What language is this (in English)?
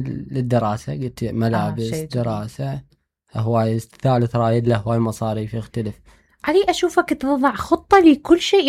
Mesopotamian Arabic